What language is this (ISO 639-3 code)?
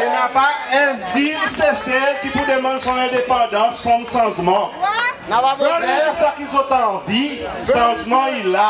crs